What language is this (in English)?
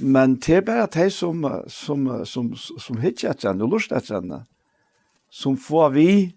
Faroese